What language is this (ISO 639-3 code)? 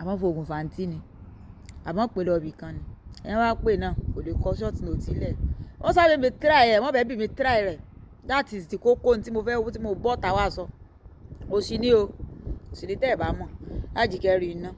yor